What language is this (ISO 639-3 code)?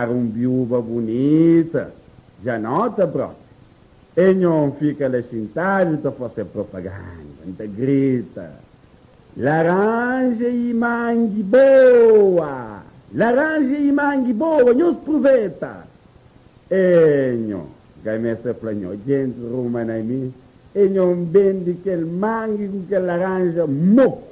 kea